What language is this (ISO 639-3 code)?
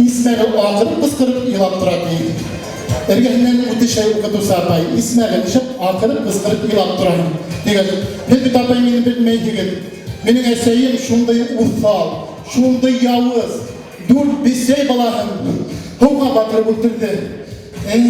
bak